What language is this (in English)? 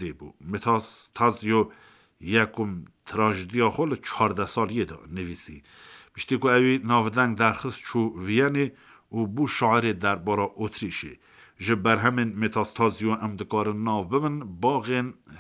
Kurdish